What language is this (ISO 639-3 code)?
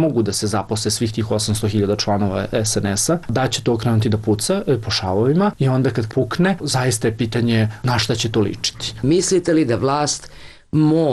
srp